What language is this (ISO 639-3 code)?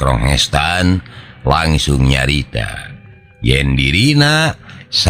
sun